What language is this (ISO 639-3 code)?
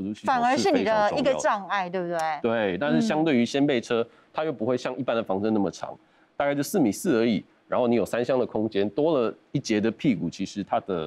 zho